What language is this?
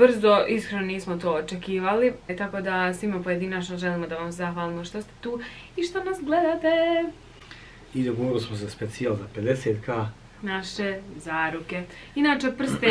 Bosnian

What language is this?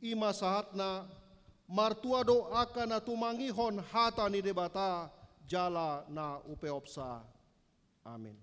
Batak Toba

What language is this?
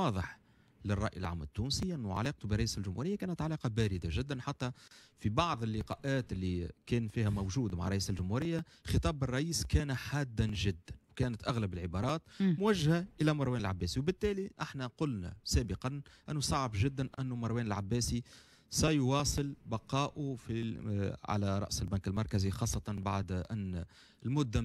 Tunisian Arabic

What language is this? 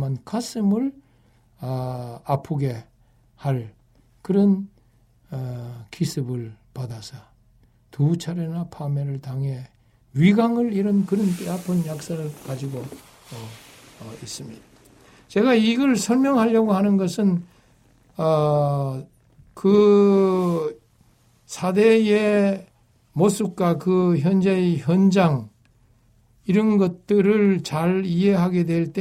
Korean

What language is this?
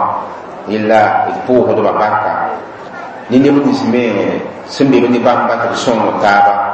Mossi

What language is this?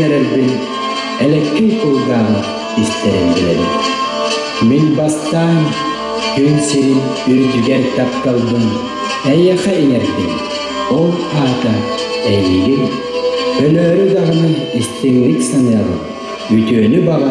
Yakut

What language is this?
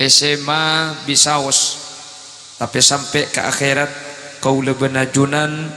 Madurese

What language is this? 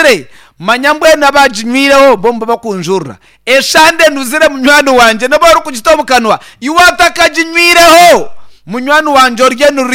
Nyankole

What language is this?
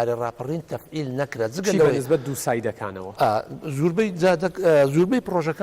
Central Kurdish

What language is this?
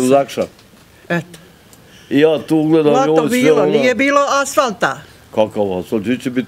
Bosnian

